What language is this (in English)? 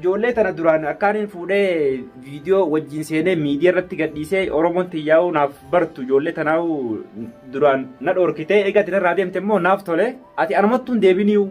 Oromo